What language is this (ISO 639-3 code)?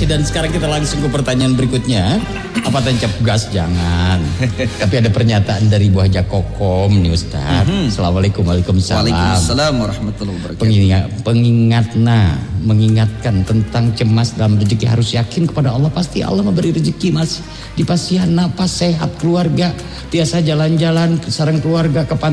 ind